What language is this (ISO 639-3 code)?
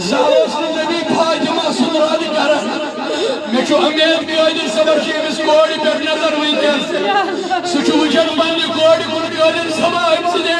kas